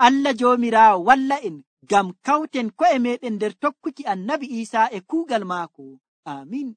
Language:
Nigerian Fulfulde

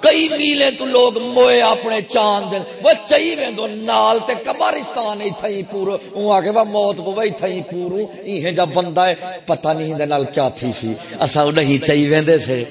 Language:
Saraiki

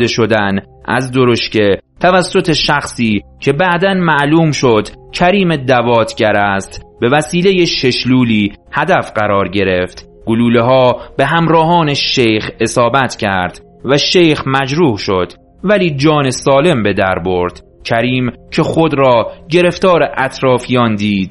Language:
Persian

